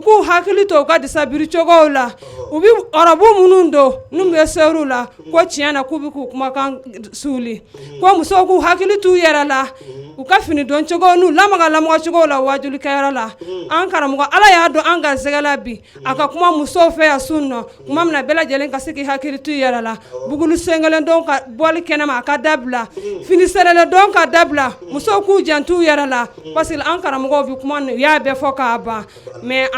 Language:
Bambara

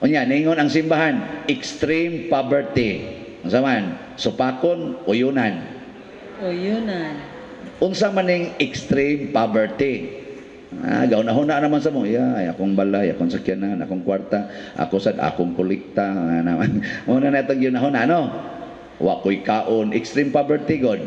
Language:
Cebuano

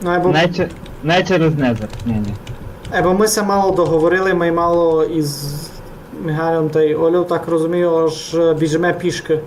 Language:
Rusyn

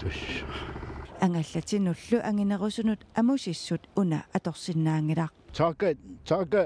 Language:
Kalaallisut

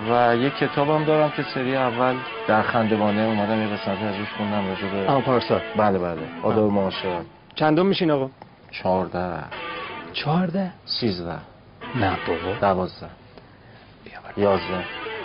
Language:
Persian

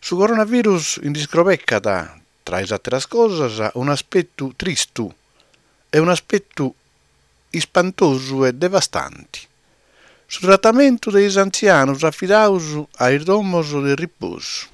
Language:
Sardinian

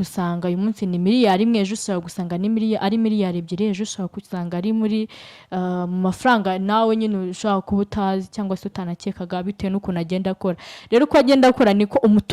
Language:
Kinyarwanda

